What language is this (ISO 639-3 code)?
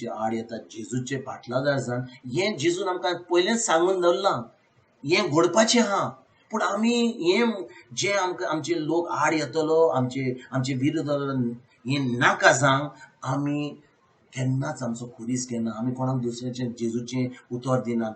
kok